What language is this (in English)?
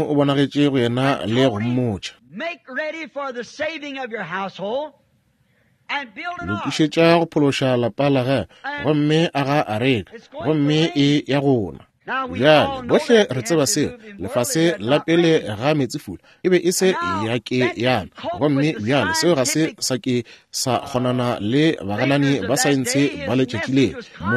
Northern Sotho